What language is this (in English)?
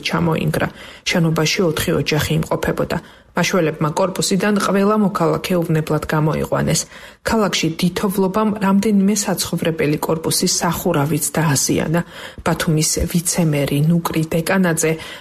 Georgian